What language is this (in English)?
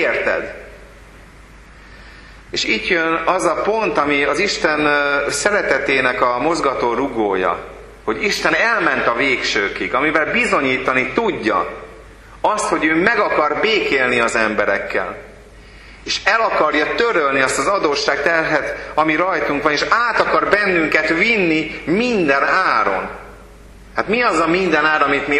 Hungarian